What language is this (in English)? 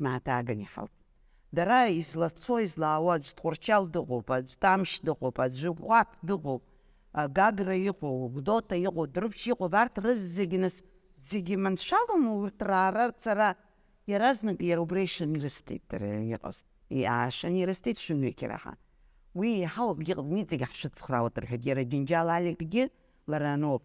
Abkhazian